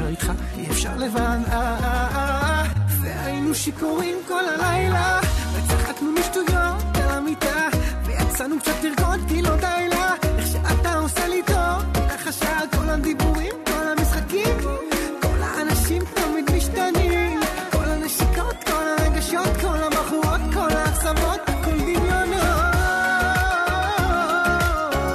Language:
Hebrew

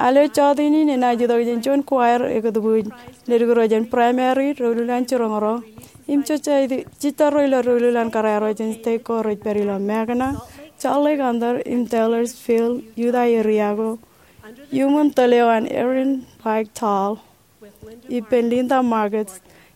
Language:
Marshallese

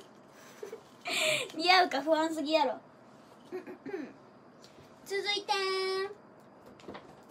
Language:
Japanese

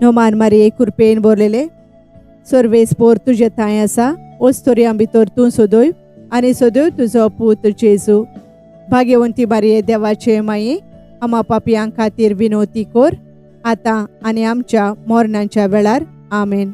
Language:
Konkani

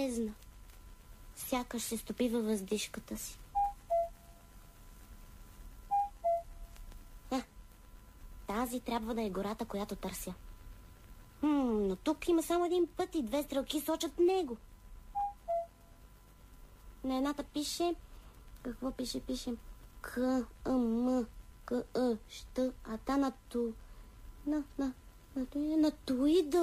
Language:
Bulgarian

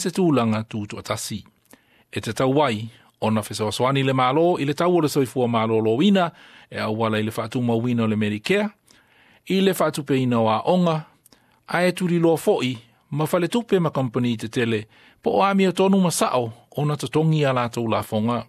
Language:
Samoan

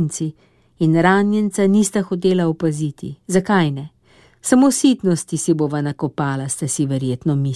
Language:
Slovenian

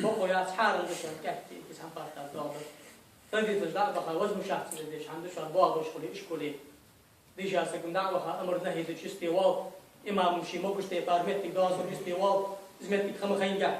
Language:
Ingush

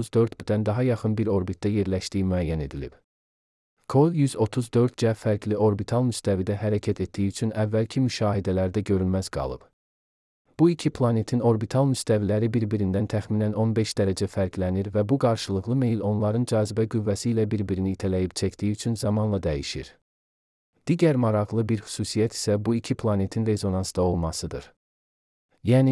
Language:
Azerbaijani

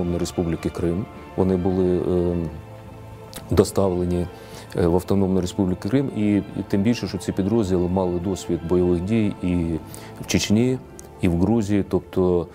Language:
Ukrainian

